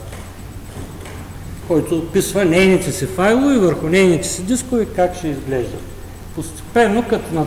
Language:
Bulgarian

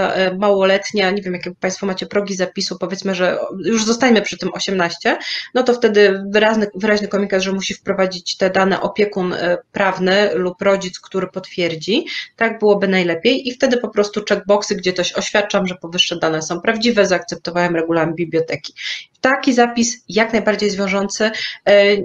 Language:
Polish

